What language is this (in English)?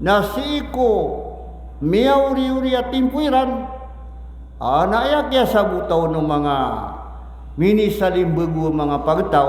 Maranao